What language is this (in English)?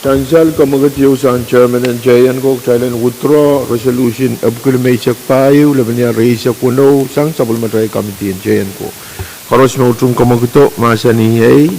Pohnpeian